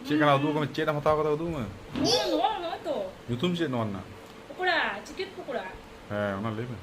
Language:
Santali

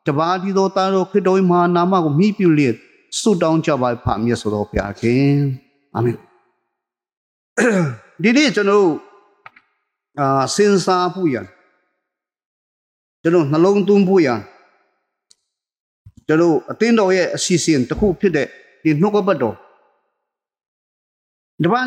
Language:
Burmese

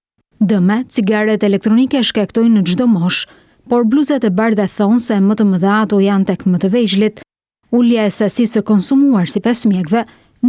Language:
Albanian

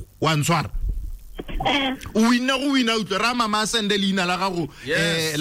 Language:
Tswana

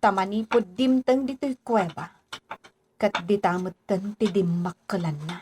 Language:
Iloko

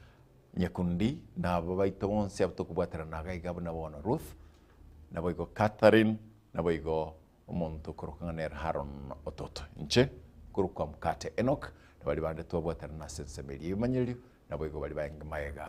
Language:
Gusii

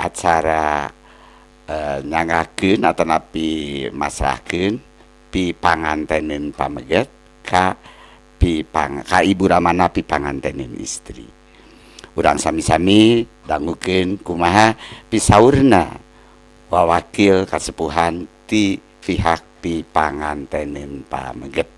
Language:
Sundanese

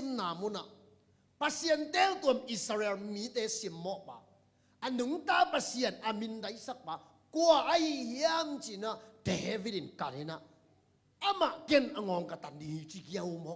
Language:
Tedim Chin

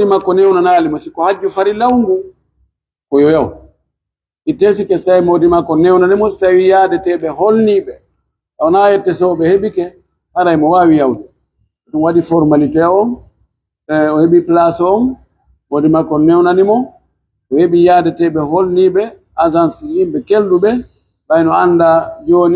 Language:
Pular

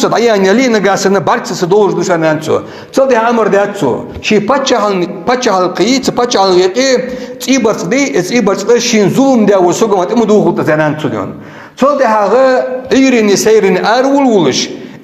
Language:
Ingush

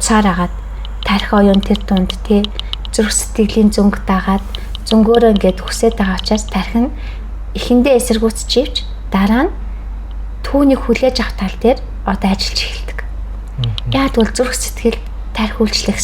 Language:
Mongolian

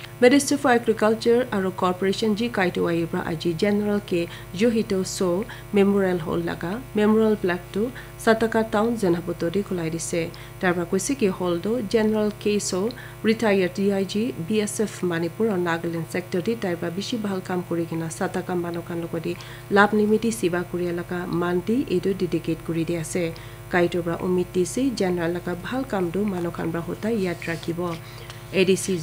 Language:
Naga Pidgin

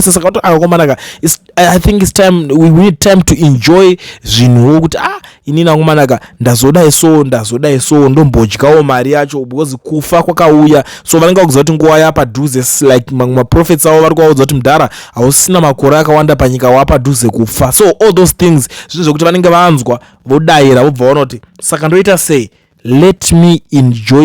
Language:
Shona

